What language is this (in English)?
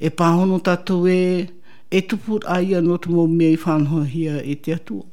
Tahitian